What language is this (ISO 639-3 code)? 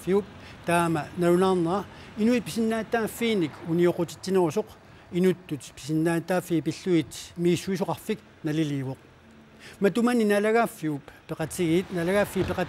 kal